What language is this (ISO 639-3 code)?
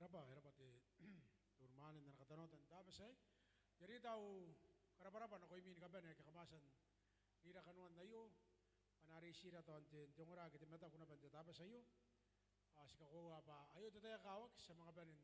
gil